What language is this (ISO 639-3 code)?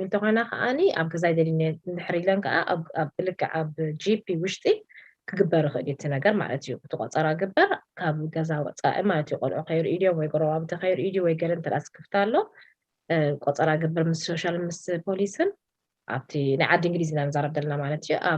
tir